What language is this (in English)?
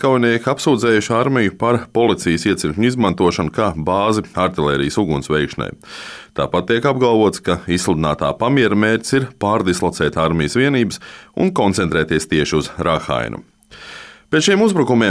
Latvian